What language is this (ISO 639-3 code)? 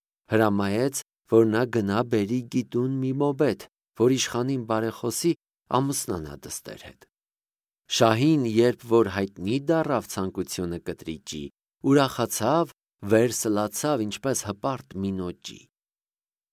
hye